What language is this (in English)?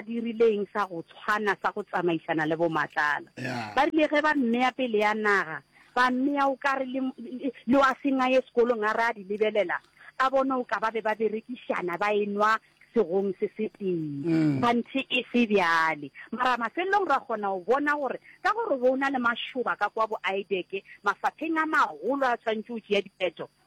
Northern Sotho